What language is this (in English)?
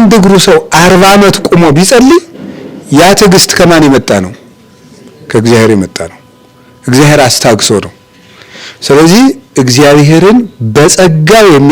Amharic